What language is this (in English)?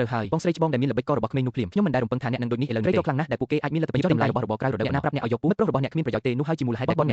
Khmer